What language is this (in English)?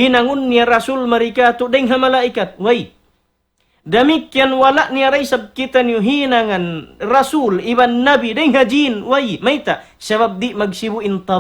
Tausug